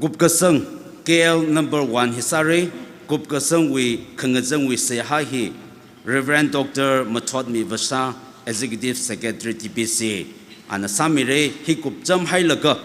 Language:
Tangkhul Naga (India)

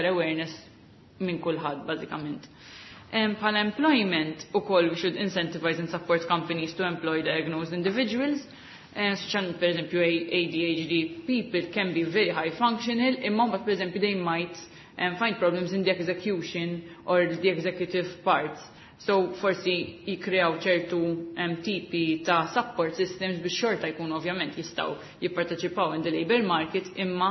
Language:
Maltese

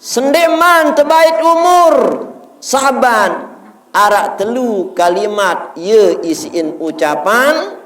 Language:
Sasak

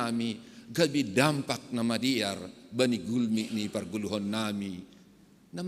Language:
Batak Simalungun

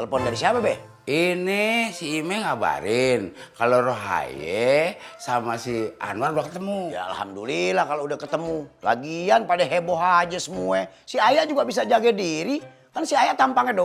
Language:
Betawi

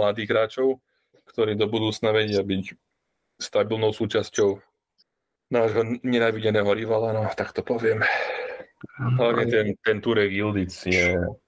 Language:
Slovak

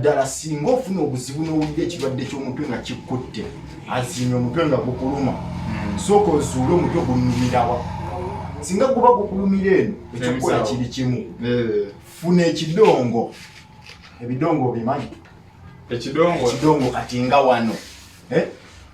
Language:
Ganda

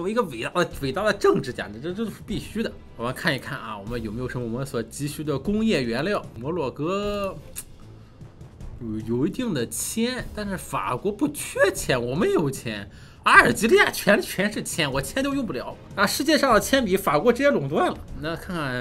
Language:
Chinese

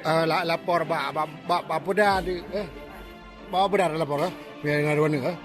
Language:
Achinese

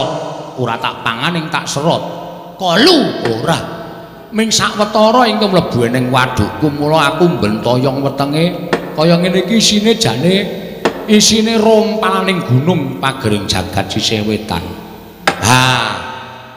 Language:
Javanese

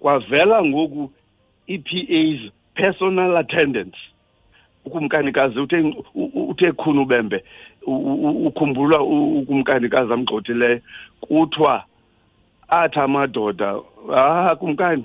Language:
Xhosa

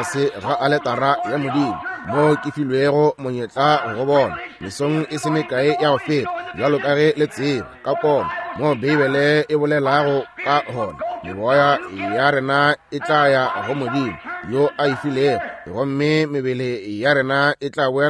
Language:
Northern Sotho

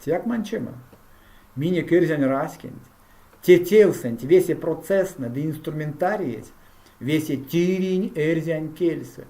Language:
Erzya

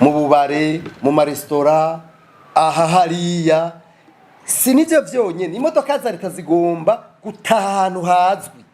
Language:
Rundi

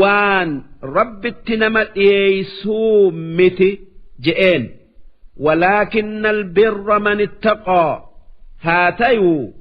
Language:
Oromo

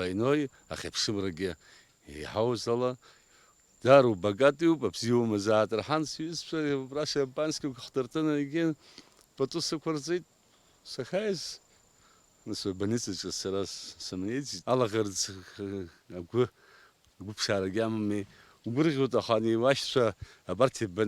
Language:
Abkhazian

